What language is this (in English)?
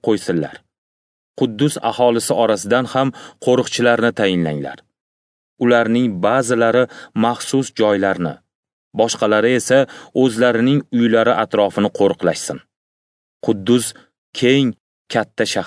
Uzbek